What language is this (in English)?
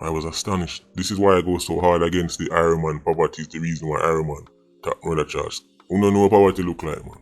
Jamaican Creole English